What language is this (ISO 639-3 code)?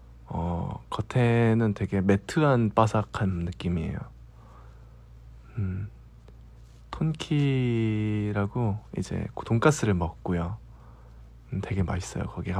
kor